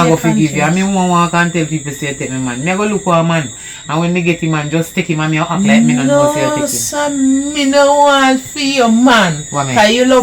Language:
Jamaican Creole English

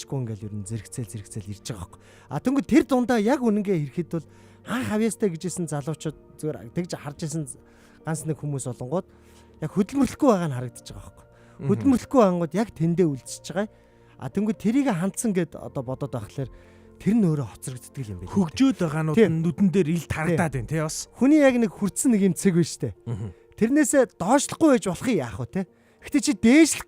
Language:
Mongolian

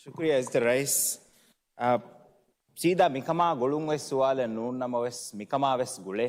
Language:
Divehi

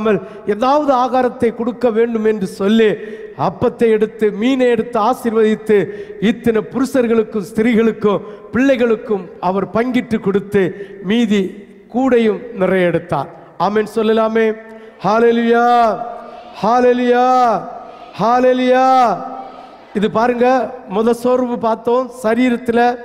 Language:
Tamil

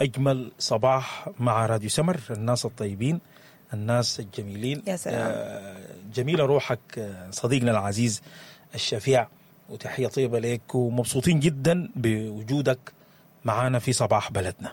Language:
Sudanese Arabic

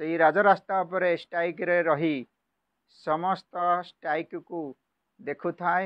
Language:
Odia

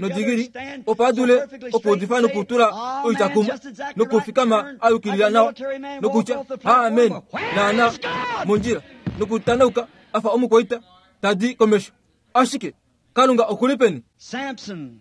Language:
Kuanyama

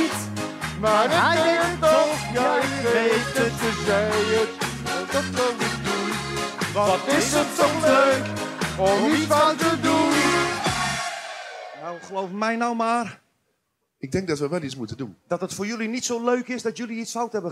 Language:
Dutch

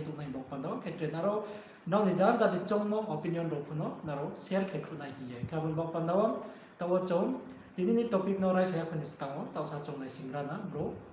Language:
Riang (India)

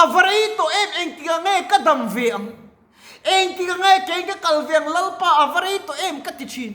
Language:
Mizo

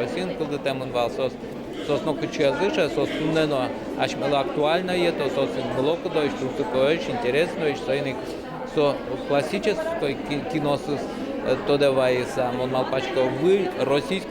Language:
Udmurt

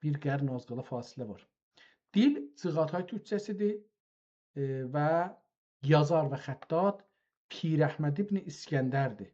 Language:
South Azerbaijani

